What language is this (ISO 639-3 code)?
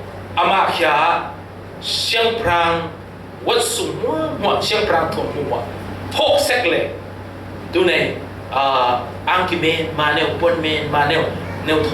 cfm